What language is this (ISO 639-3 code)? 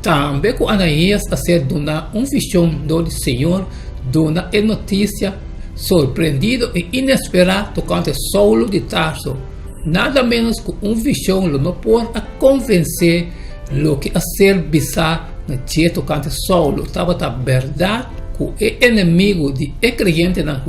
pap